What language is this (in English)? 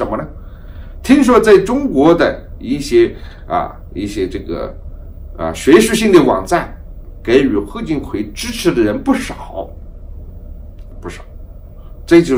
Chinese